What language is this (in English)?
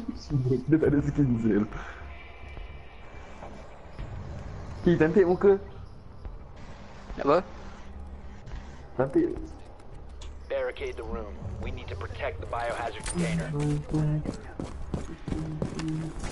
Malay